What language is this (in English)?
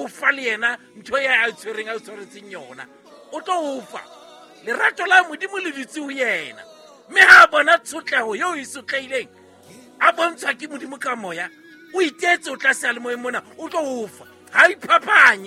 Southern Sotho